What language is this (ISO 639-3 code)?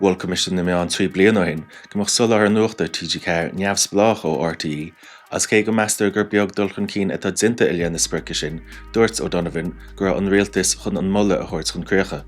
gle